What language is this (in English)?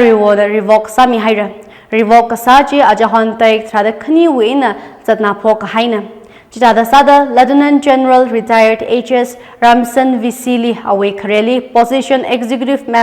Tangkhul Naga (India)